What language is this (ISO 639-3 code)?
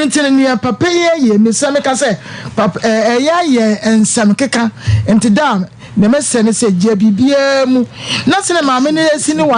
aka